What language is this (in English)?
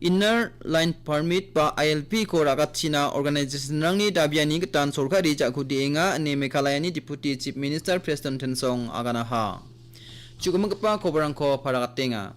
Garo